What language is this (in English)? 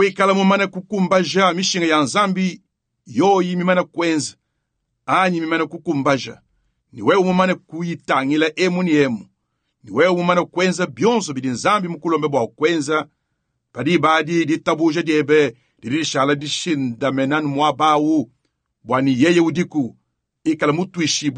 Luba-Lulua